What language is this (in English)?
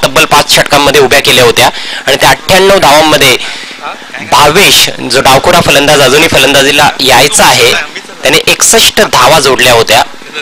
Marathi